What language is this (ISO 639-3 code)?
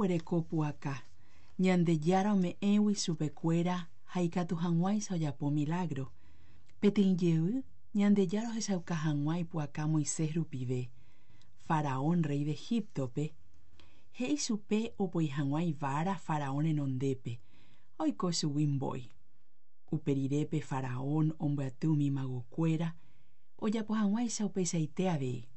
grn